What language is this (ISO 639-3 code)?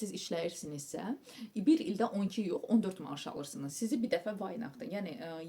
aze